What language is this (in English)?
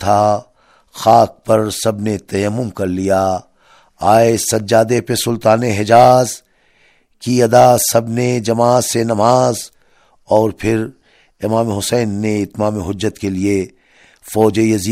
Urdu